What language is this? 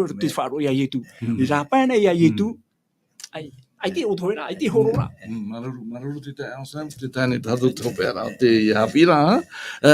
Tahitian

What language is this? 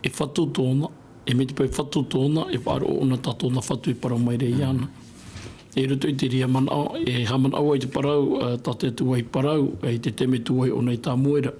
Tahitian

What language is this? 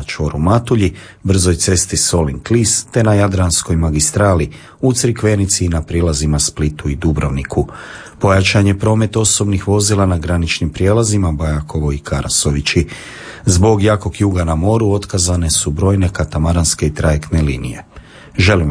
Croatian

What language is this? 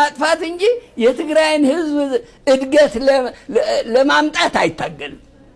Amharic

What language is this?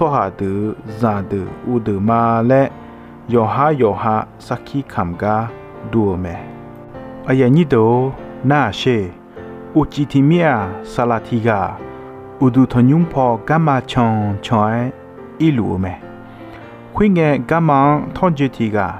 Akha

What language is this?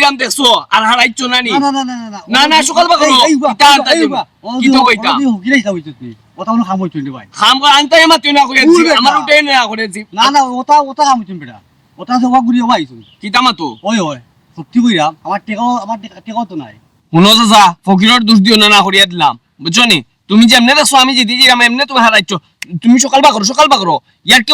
Sylheti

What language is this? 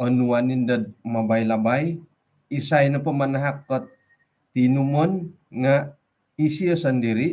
Central Dusun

